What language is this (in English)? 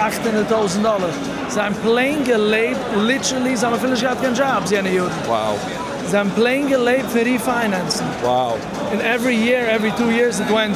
Yiddish